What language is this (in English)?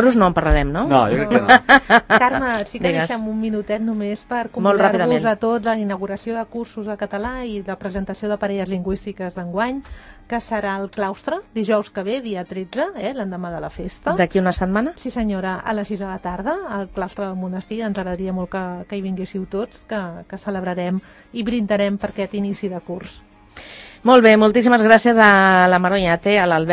Catalan